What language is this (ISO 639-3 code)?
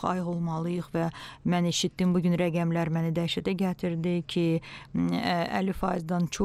aze